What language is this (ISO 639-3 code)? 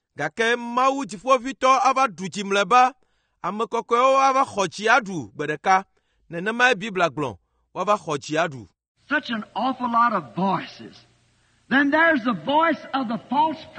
ewe